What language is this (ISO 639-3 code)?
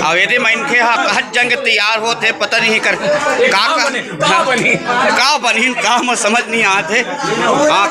hne